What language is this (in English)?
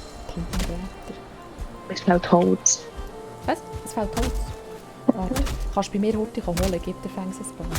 Swiss German